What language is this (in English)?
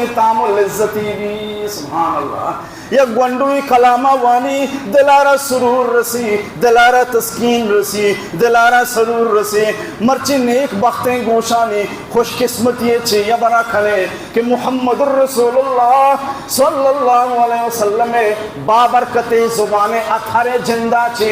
Baluchi